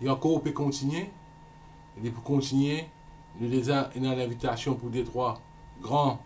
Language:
Morisyen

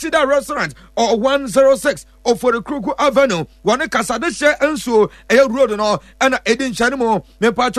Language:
Akan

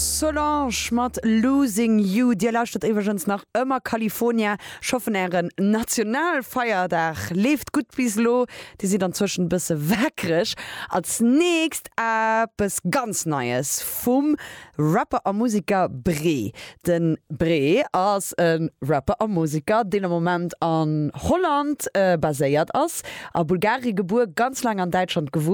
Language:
Luxembourgish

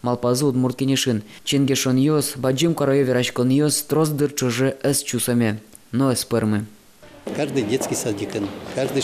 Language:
Udmurt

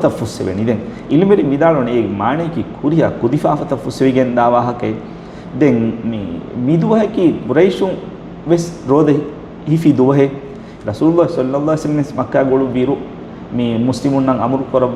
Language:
Divehi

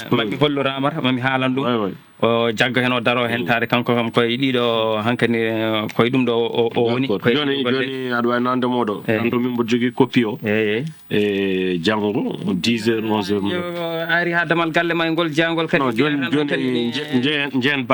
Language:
Fula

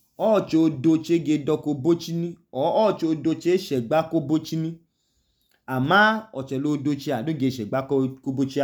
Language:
Idoma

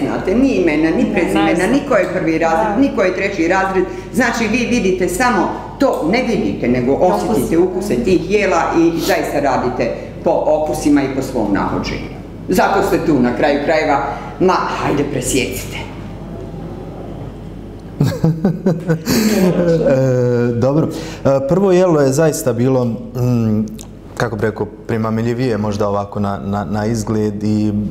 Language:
Bosnian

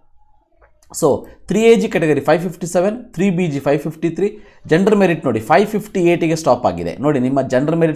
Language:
Kannada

